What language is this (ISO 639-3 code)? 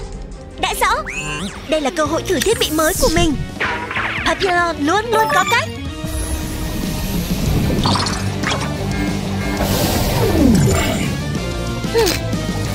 vie